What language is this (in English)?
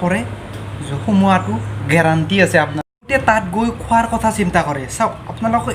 Assamese